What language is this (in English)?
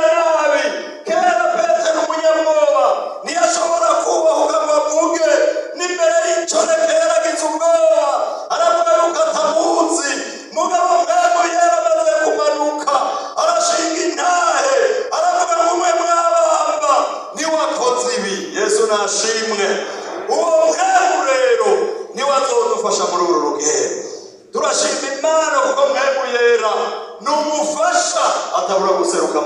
Rundi